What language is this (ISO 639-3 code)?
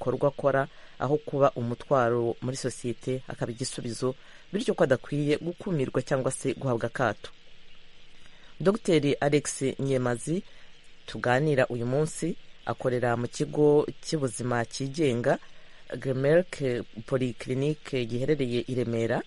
kin